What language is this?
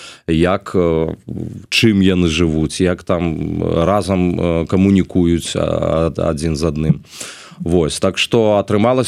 Belarusian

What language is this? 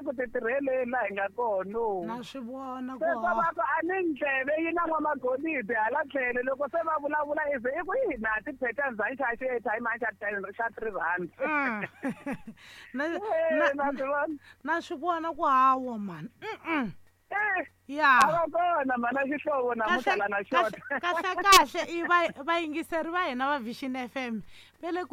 Tsonga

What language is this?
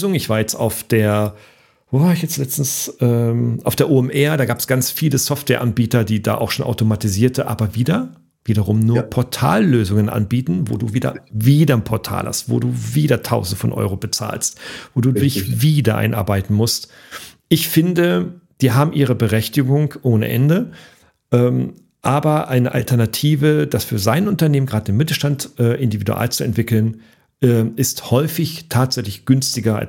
German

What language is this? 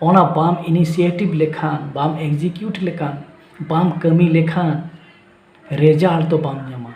Santali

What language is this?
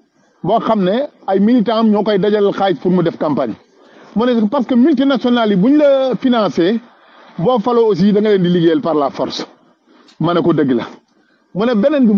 Wolof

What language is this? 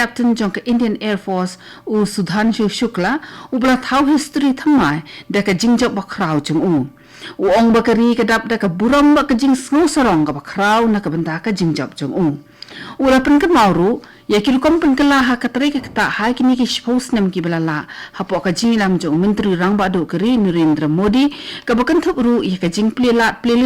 Khasi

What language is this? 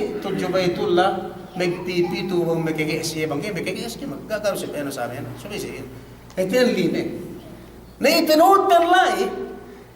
Yakan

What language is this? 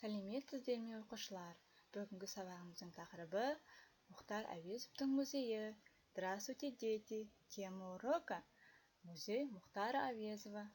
Kazakh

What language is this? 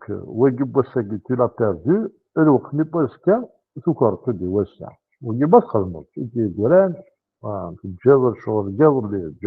Kabyle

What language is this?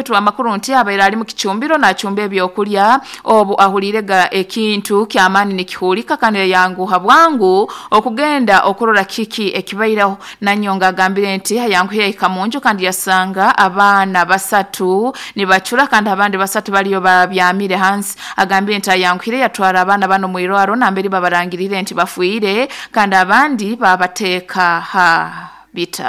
Nyoro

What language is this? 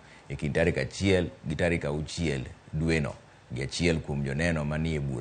Luo (Kenya and Tanzania)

